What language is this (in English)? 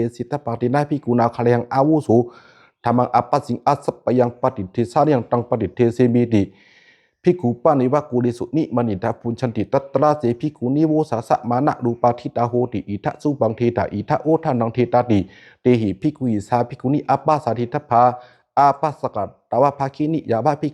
Pali